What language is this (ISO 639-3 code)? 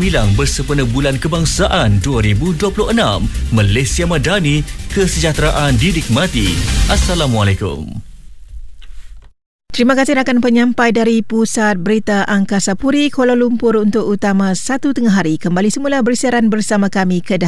msa